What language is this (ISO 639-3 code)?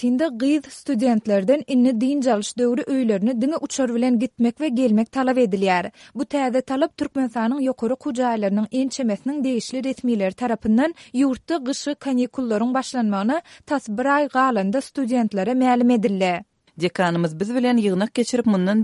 tuk